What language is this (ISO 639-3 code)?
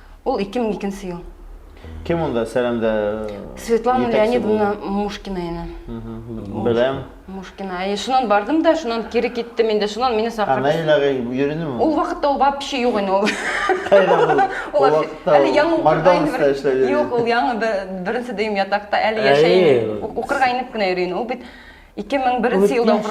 bak